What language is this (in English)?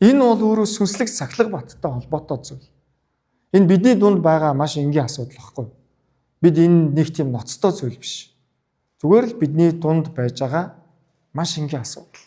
Mongolian